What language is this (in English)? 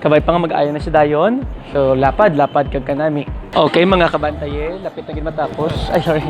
Hiligaynon